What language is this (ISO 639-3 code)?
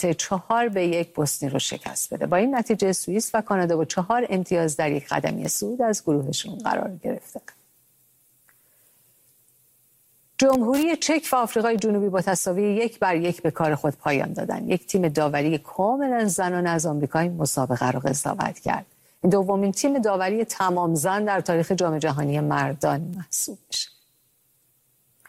fas